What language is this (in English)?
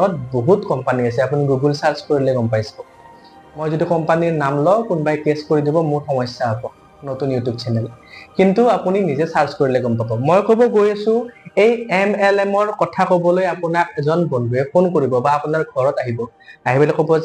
Assamese